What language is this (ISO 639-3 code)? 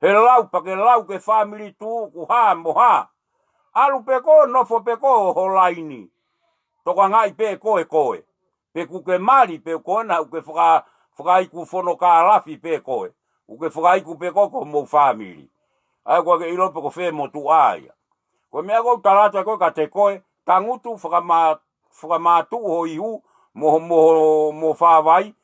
ton